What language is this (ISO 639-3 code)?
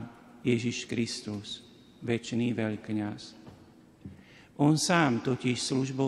slk